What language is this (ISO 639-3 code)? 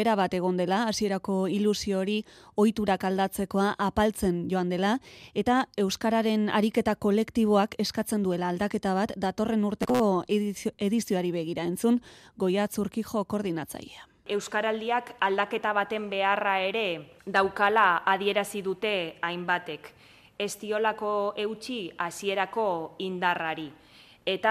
eus